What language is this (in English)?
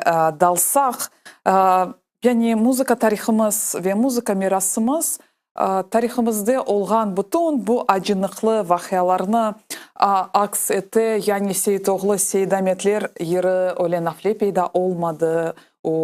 Crimean Tatar